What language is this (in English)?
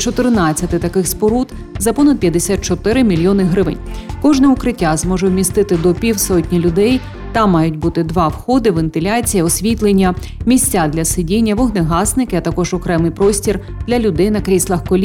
Ukrainian